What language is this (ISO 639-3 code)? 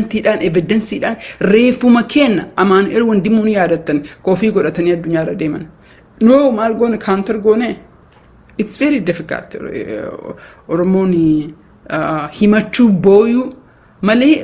orm